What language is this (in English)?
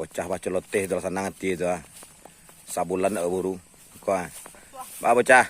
Minangkabau